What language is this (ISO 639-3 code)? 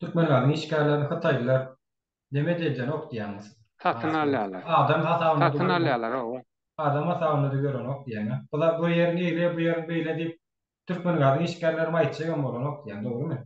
tuk